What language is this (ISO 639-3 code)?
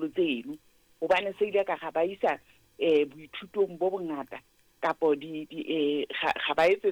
sot